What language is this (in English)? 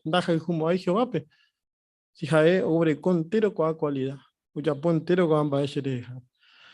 Guarani